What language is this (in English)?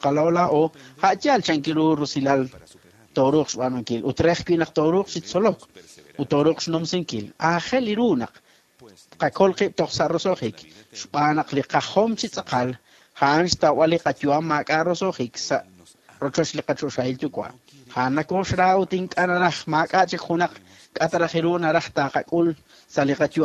Kekchí